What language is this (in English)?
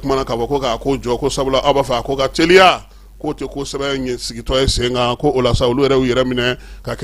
Bambara